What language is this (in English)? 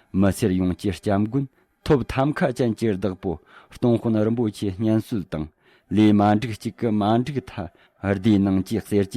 Tibetan